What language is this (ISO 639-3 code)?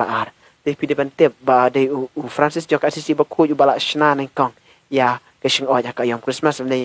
kha